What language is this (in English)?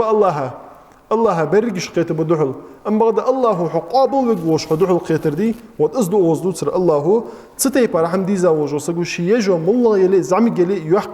Ingush